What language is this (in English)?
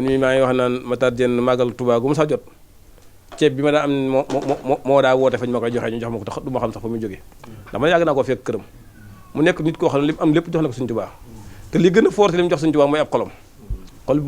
Wolof